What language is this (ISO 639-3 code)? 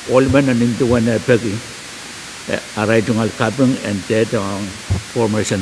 pon